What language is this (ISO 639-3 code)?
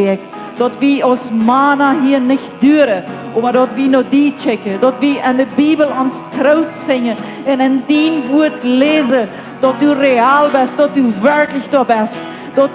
pdt